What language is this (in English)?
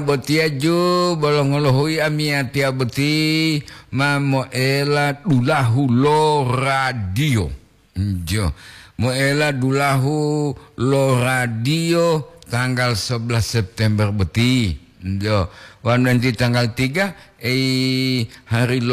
Gorontalo